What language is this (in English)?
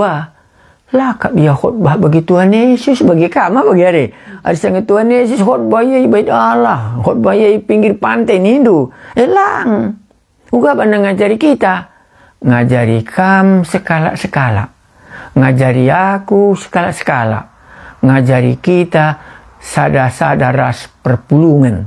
Batak Karo